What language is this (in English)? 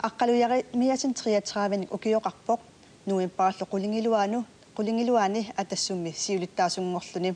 Kalaallisut